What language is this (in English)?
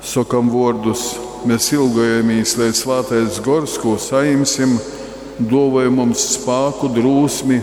Latgalian